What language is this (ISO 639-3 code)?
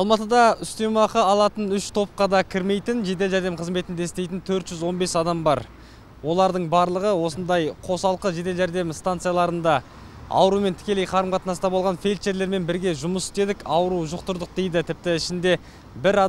kaz